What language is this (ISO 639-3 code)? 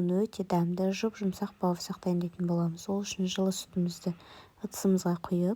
kaz